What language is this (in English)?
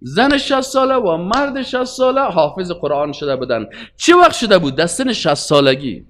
Persian